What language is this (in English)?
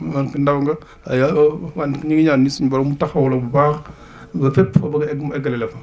Wolof